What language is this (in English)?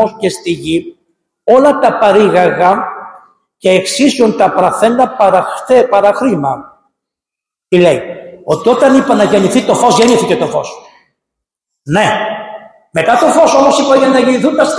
Greek